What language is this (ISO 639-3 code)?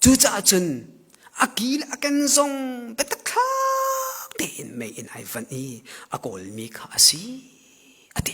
cnh